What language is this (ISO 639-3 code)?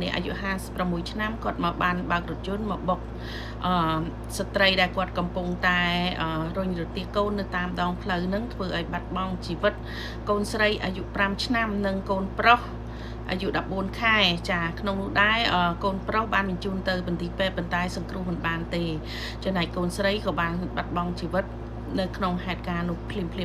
khm